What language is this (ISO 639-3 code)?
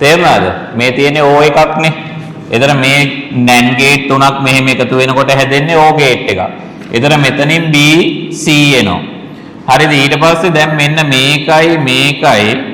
sin